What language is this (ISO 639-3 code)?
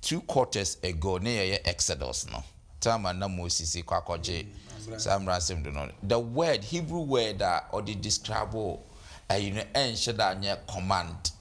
aka